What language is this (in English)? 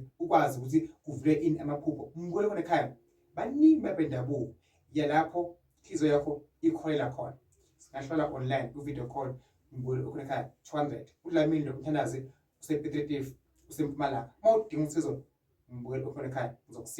Zulu